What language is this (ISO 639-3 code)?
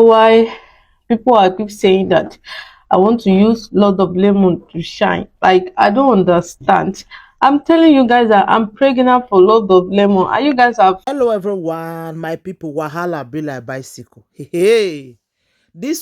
pcm